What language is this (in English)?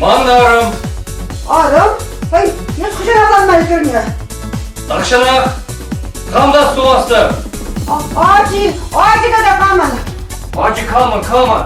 Chuvash